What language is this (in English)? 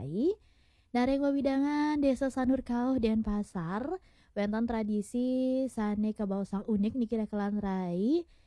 Balinese